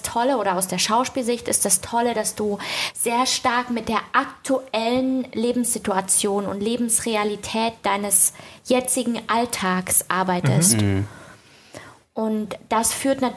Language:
German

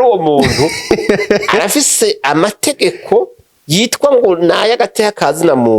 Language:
Rundi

